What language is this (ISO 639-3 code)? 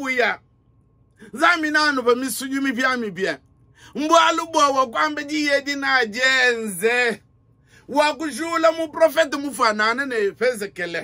lua